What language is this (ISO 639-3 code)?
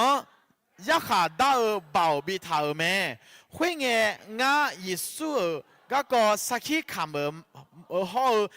ahk